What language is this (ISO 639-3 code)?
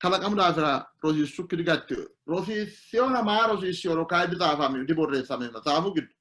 sid